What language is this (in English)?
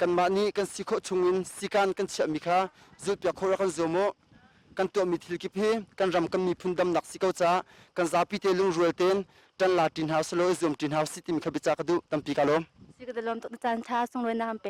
Hakha Chin